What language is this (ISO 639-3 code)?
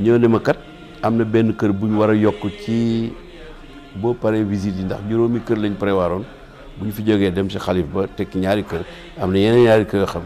wol